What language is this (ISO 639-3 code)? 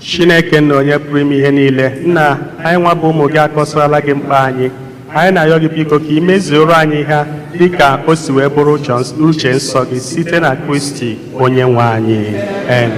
ibo